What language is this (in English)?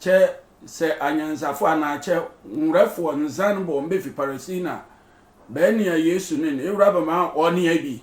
Sehwi